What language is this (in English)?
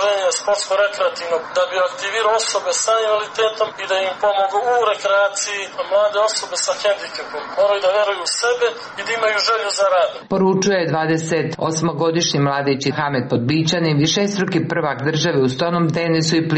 Serbian